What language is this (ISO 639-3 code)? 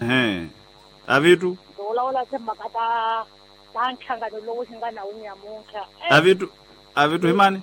tso